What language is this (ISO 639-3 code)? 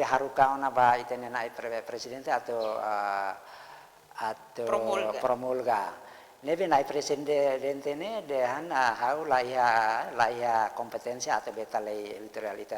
tet